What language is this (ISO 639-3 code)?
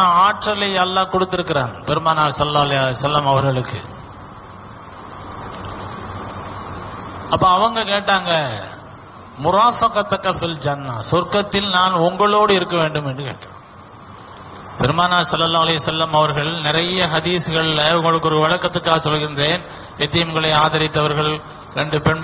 tam